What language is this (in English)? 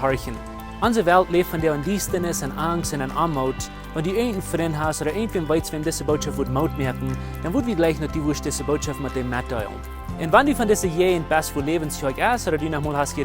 Plautdietsch